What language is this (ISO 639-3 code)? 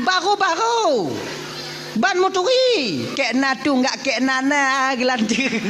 ace